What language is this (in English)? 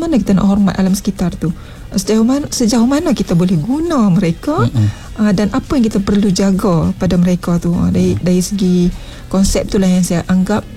Malay